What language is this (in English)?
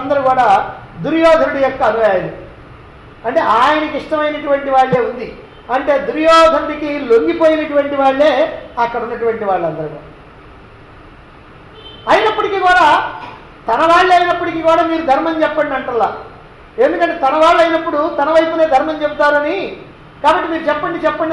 Telugu